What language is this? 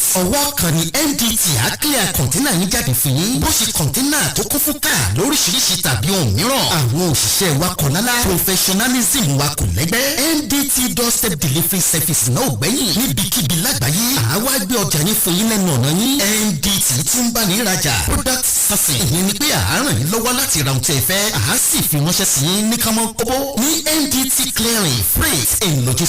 Yoruba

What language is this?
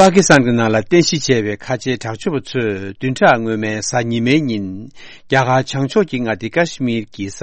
Tibetan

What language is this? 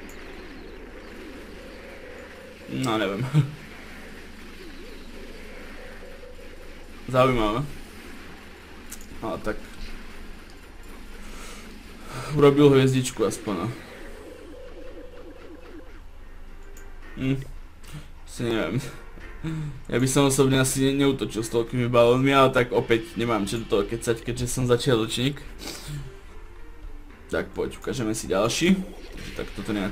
Slovak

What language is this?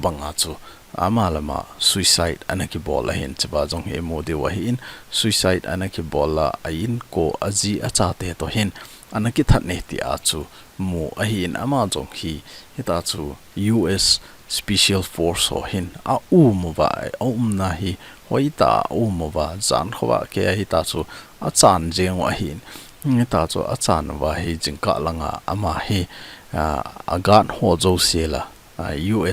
Thado Chin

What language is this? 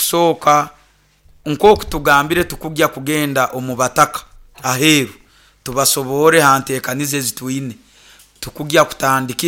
Nyoro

